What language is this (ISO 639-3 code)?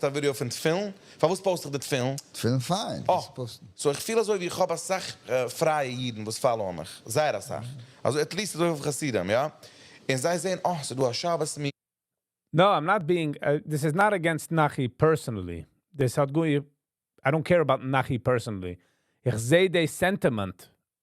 yid